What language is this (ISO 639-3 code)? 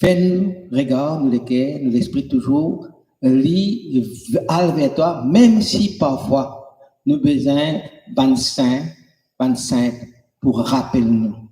mfe